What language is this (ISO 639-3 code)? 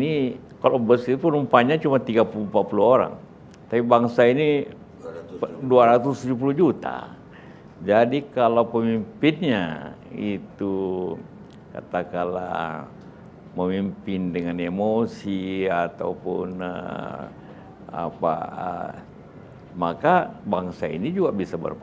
ind